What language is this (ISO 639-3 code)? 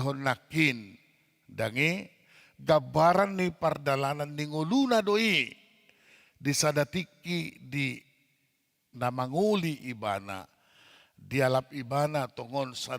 bbc